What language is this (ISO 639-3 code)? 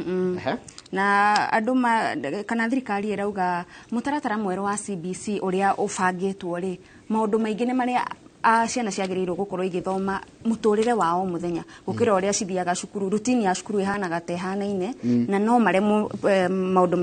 kik